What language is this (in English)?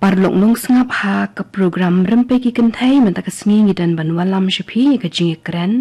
Khasi